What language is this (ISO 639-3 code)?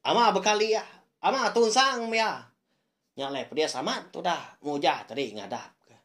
iba